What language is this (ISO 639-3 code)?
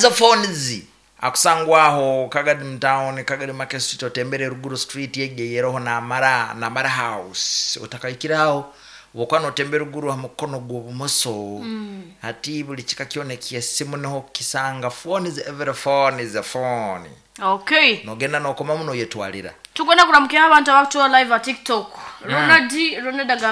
nyo